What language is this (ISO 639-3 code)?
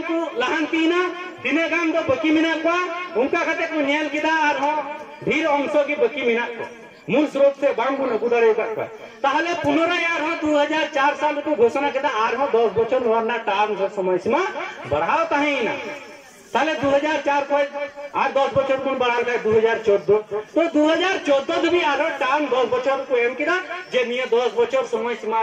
sat